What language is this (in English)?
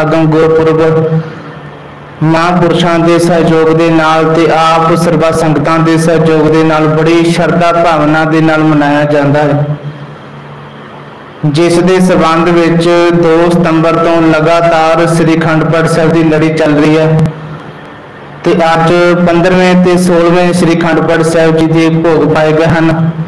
Punjabi